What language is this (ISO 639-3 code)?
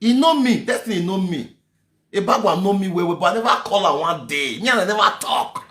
pcm